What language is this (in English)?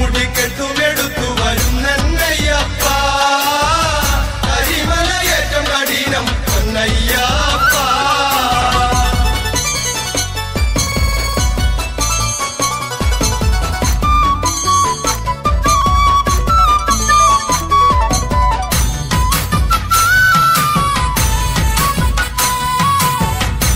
Malayalam